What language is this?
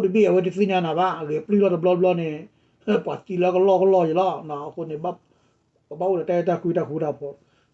S'gaw Karen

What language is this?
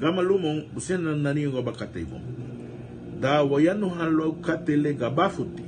Garifuna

